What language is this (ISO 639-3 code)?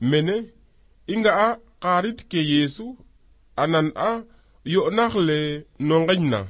srr